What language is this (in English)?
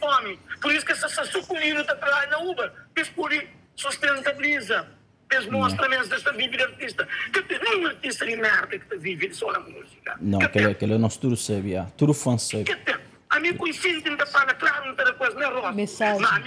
Kabuverdianu